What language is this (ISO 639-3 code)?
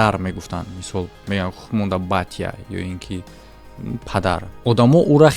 tgk